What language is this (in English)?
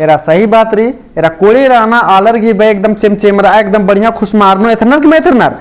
Kurukh